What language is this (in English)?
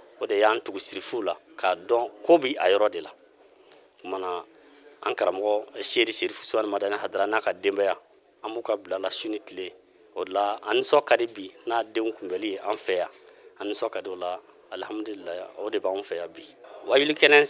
Bambara